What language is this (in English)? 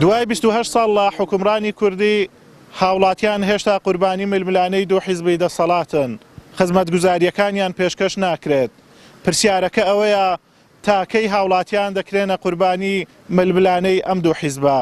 Central Kurdish